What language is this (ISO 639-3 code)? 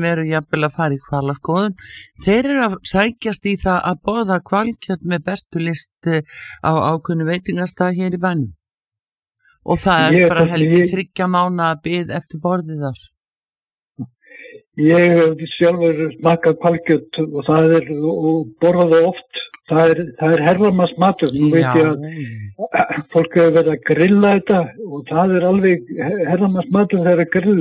isl